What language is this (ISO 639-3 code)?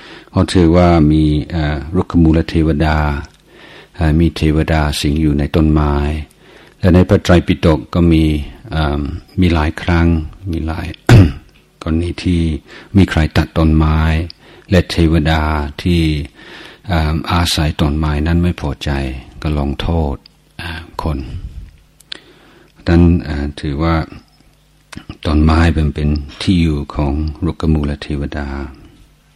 tha